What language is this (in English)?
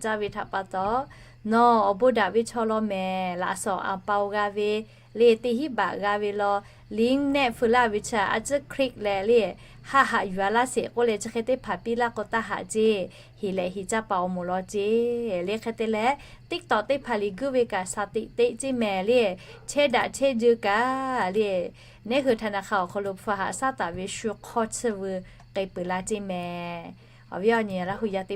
Lahu